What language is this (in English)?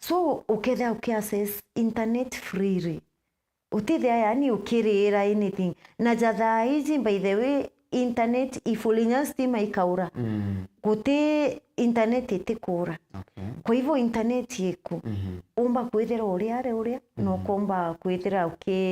Meru